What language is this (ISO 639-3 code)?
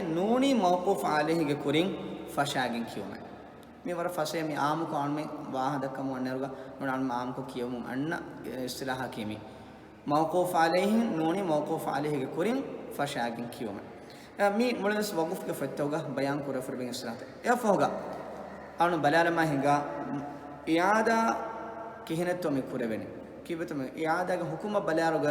div